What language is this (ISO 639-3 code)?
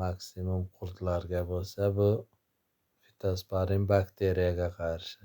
uzb